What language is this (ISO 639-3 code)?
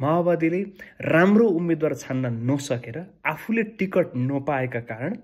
nep